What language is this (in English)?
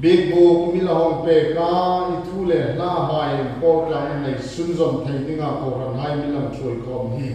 Hmar